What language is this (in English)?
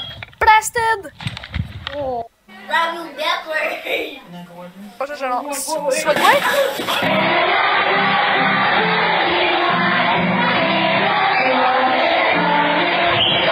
Norwegian